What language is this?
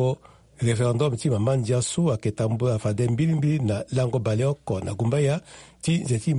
Sango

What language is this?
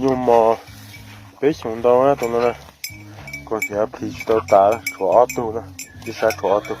Hmong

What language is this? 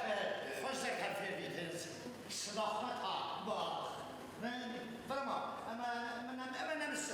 Ossetic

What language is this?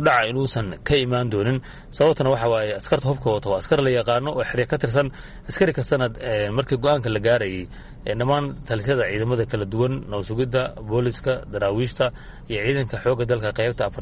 Somali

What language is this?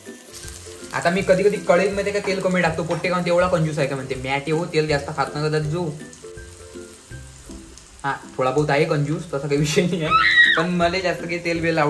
Marathi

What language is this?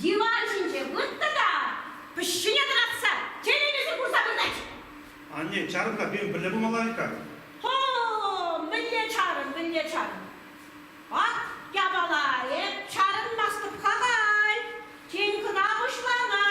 Chuvash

